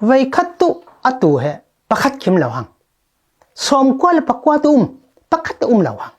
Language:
Falam Chin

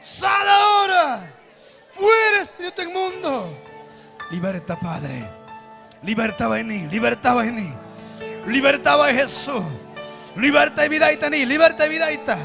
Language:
Ayacucho Quechua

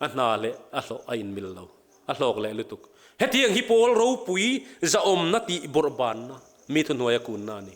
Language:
Mizo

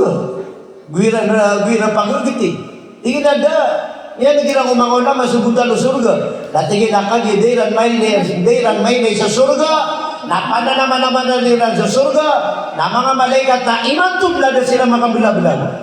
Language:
Maranao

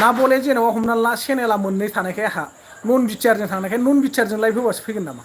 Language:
Bodo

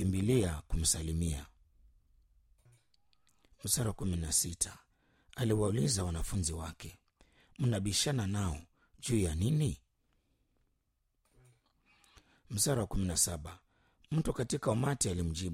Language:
Swahili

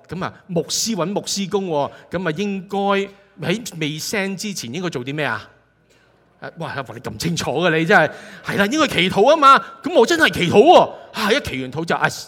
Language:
Cantonese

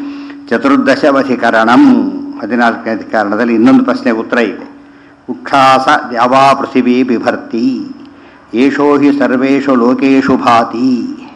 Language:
Kannada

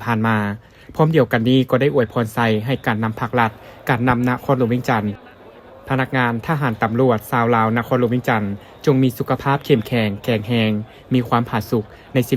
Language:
Lao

